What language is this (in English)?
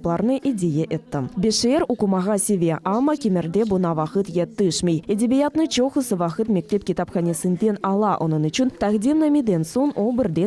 Crimean Tatar